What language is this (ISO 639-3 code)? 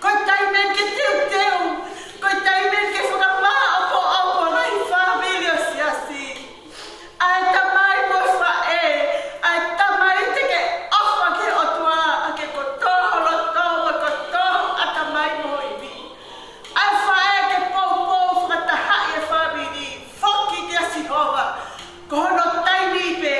ton